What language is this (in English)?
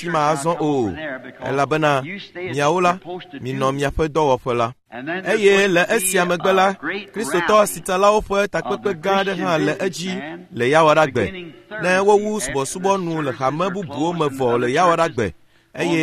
Ewe